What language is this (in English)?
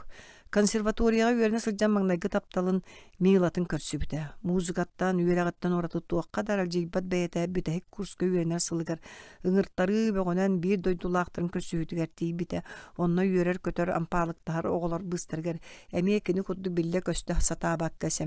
Yakut